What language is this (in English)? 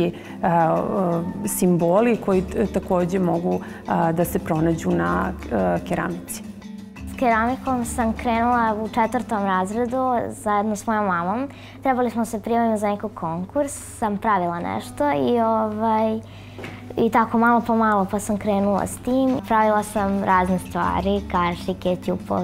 Serbian